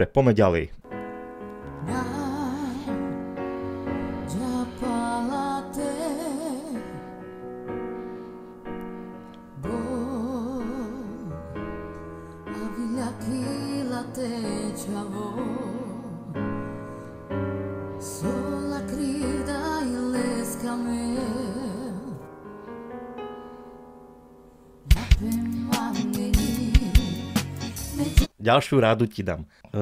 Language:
Slovak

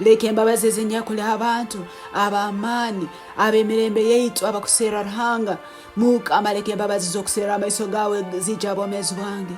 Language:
Tooro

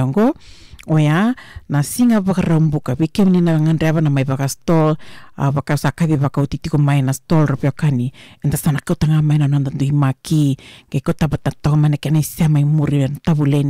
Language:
Fijian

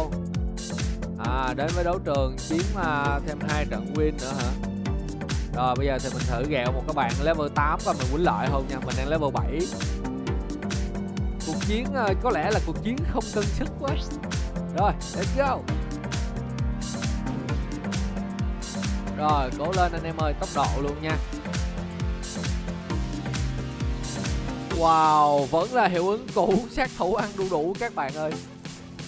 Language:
Vietnamese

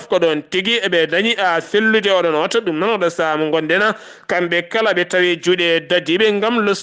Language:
Fula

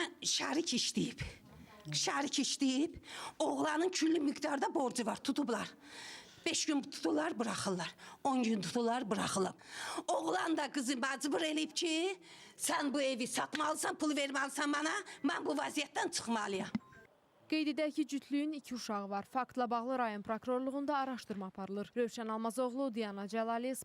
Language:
Azerbaijani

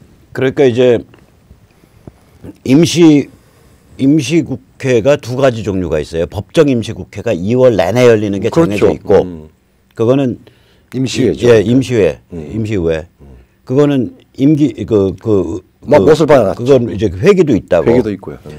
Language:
Korean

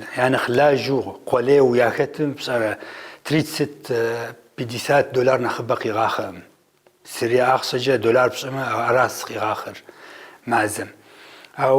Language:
Kabardian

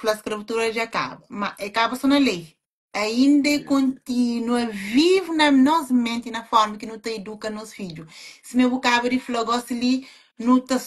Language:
Kabuverdianu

